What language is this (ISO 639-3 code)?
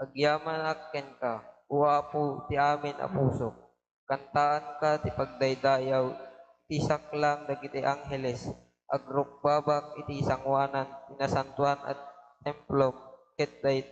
ilo